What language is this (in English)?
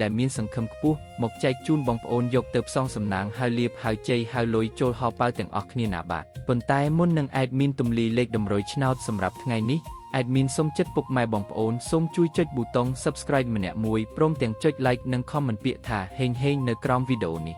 Khmer